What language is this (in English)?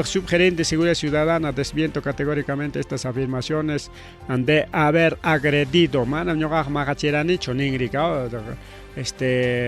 Ayacucho Quechua